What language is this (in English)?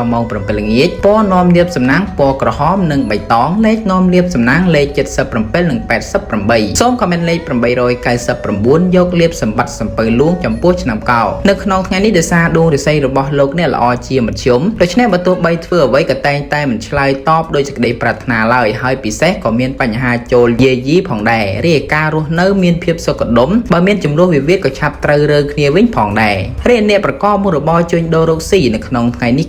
Khmer